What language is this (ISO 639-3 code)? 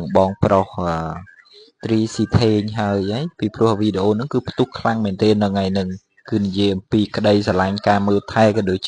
khm